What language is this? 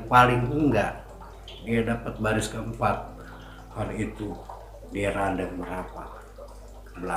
Betawi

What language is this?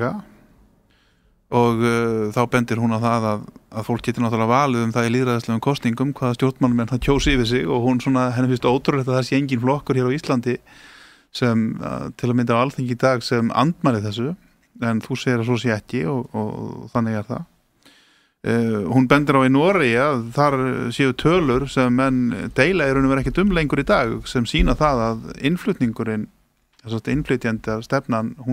Icelandic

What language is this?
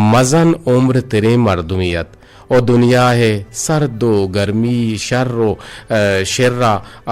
Eastern Balochi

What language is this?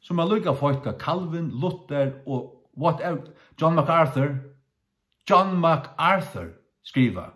Faroese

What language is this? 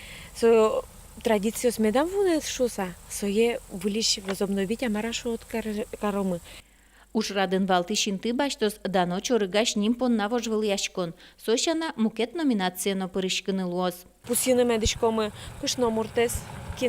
Udmurt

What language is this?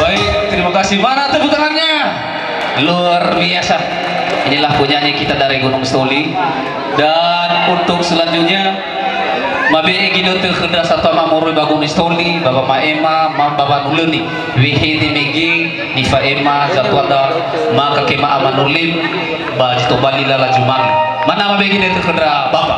Nias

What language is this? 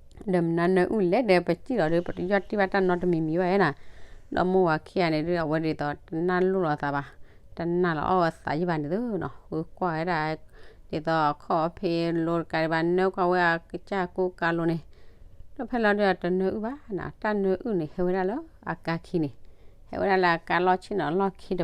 S'gaw Karen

